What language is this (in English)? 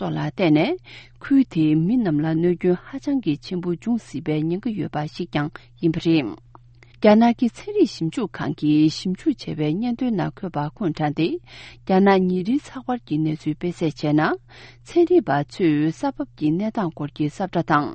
Tibetan